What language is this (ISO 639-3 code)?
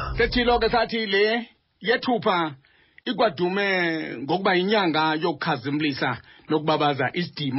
xho